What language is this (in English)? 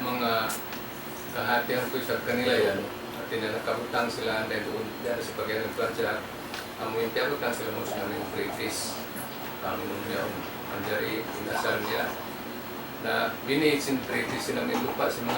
Tausug